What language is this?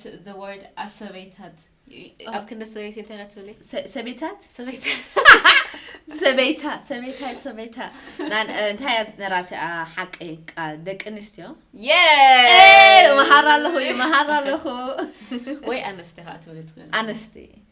Tigrinya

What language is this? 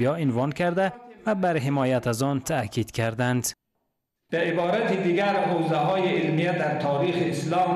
Persian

